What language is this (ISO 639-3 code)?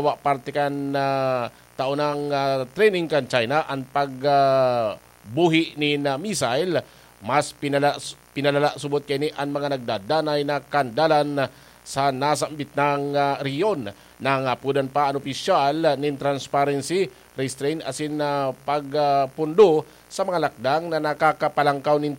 bik